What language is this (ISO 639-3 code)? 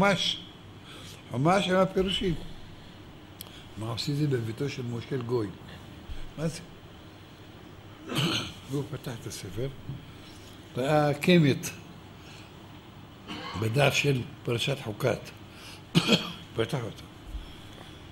heb